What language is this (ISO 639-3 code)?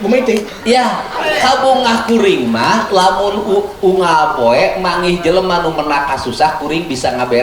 sun